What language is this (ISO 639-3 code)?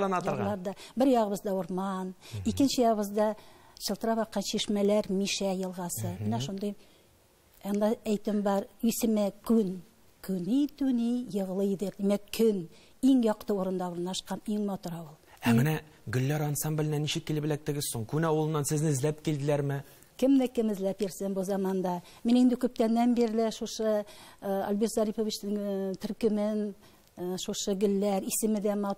tat